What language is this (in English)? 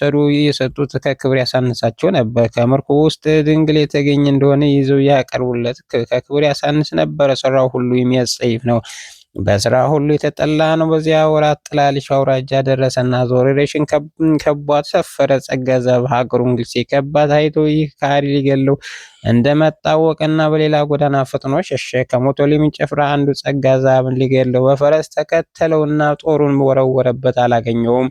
Amharic